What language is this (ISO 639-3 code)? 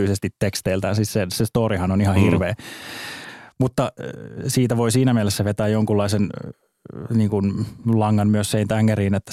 fin